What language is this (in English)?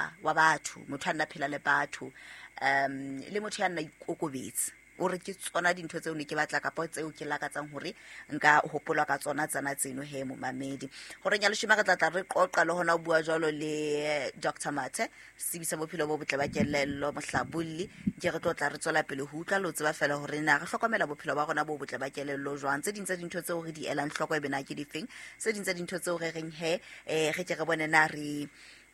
Southern Sotho